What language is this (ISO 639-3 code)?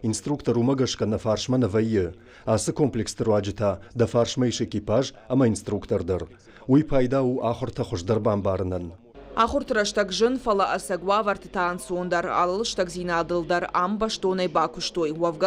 oss